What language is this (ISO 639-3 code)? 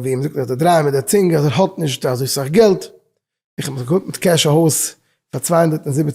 yid